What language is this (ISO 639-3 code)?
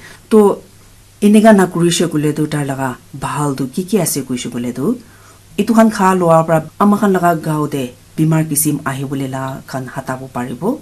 nag